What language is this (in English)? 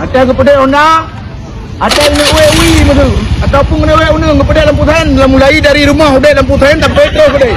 Achinese